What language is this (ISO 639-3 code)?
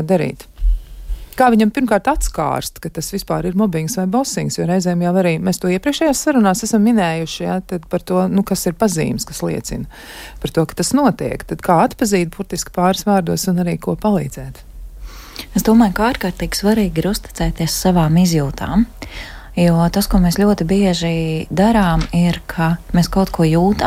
lav